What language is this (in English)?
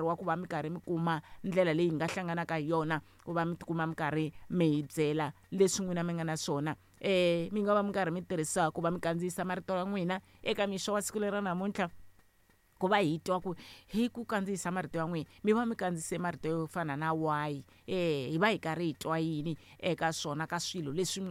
Tsonga